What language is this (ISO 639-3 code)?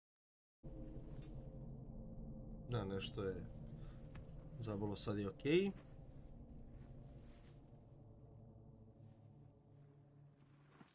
hrv